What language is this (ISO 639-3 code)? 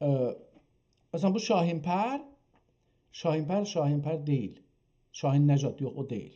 azb